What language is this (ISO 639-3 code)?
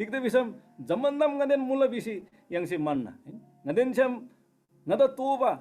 taj